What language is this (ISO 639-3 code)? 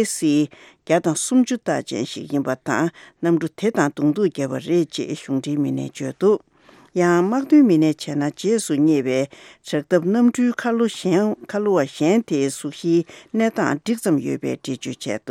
bod